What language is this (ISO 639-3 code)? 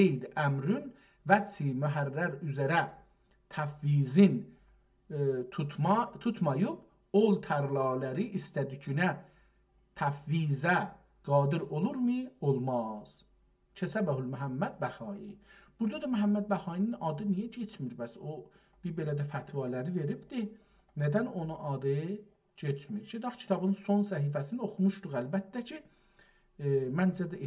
azb